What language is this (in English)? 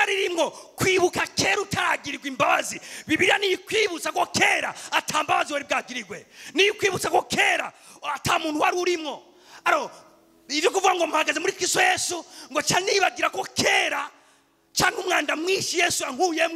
Rundi